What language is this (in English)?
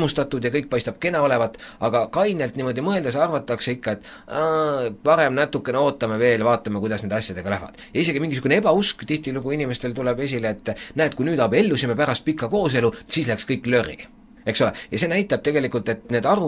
Estonian